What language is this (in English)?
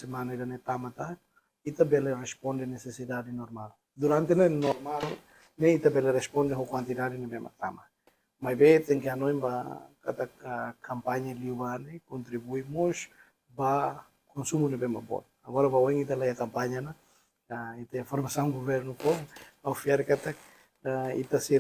Tetum